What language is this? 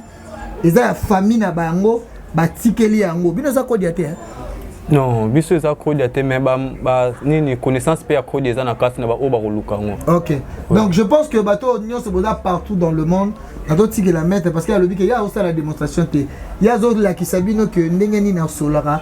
Lingala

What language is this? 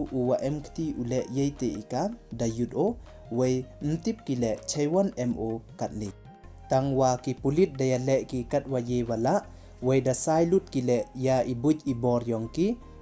Pnar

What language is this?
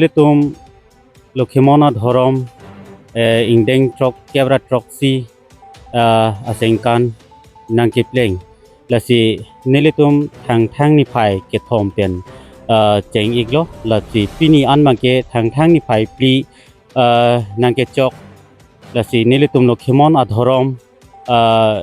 Karbi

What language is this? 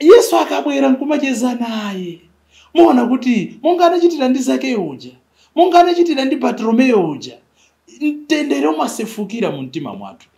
Nyanja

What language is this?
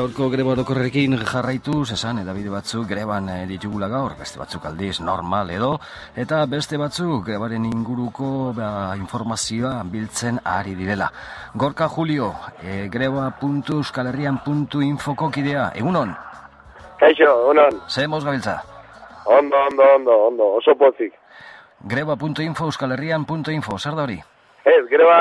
Basque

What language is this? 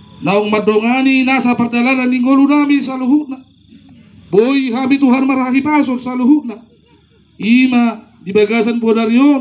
Batak Toba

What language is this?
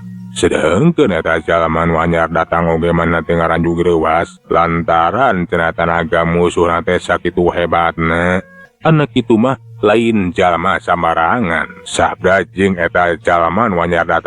Sundanese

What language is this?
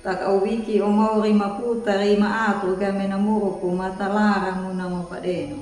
Anakalangu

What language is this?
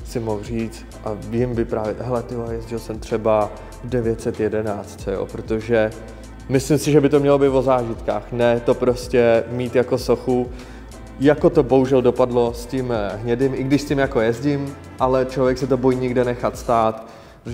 Czech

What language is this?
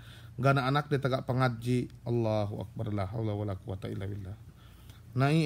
Yakan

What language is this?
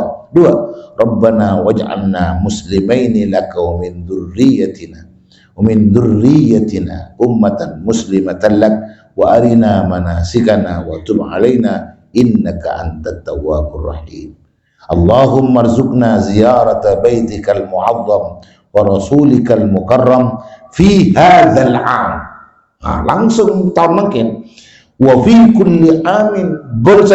Madurese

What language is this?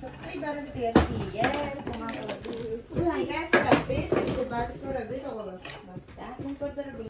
Yakut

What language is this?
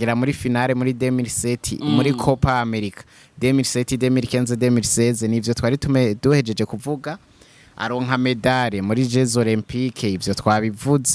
Rundi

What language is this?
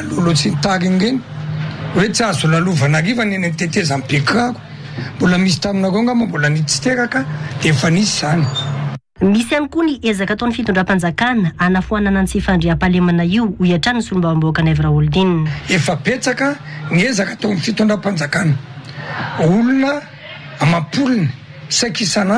Malagasy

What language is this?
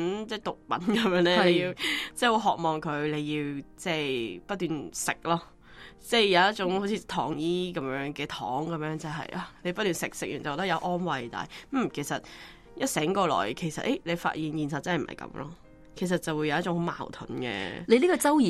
Cantonese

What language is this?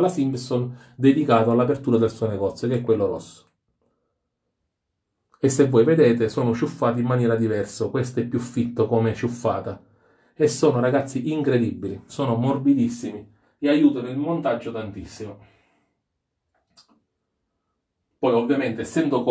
Italian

